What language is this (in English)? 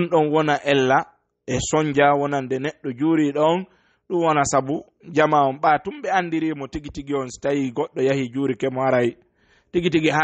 Fula